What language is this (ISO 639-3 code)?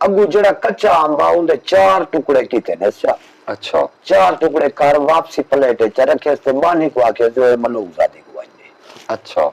skr